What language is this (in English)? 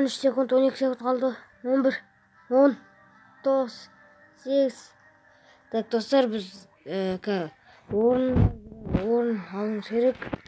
Kazakh